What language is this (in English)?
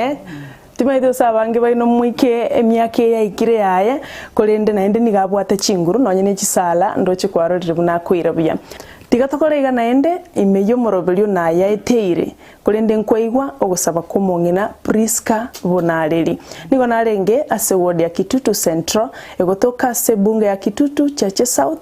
Gusii